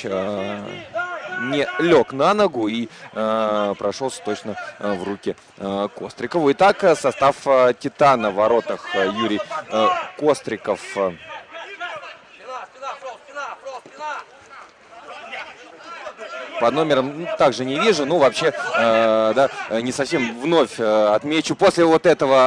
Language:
Russian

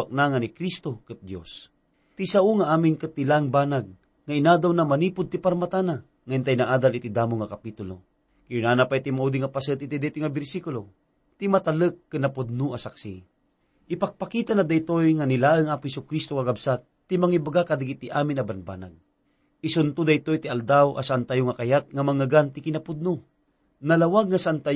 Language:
Iloko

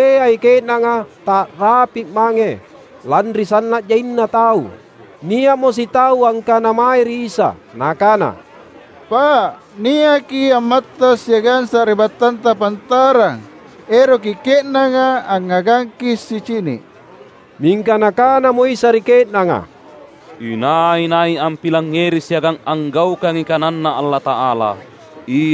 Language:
Makasar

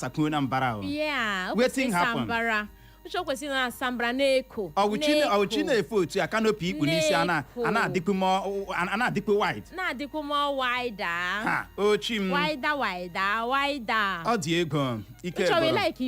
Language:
Igbo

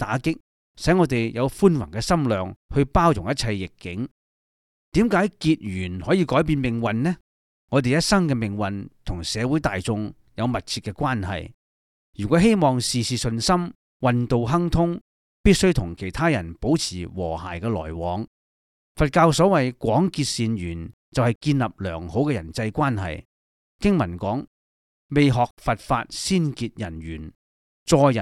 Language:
Cantonese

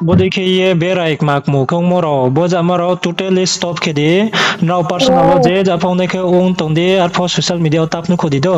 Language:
Riang (India)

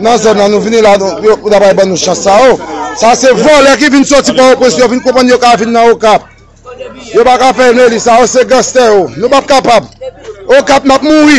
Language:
Haitian Creole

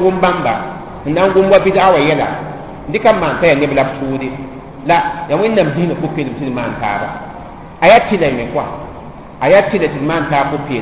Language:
Mossi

